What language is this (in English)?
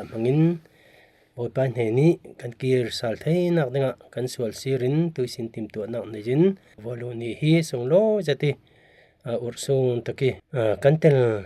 Falam Chin